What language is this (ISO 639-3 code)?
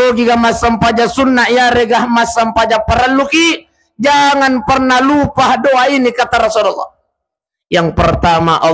bug